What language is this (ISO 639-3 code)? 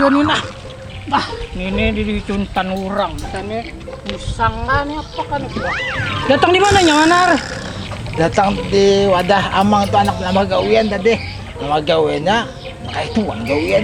bjn